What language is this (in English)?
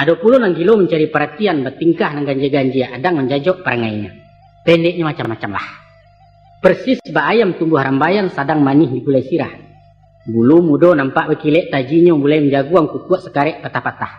Minangkabau